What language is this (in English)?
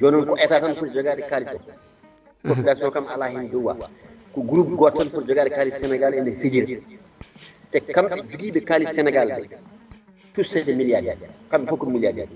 Fula